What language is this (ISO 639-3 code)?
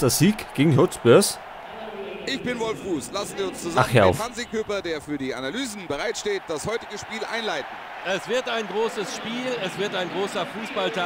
bar